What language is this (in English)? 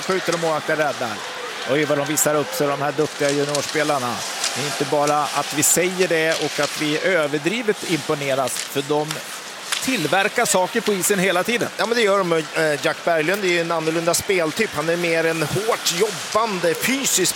Swedish